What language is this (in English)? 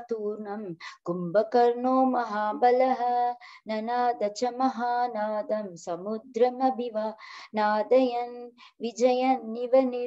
Sanskrit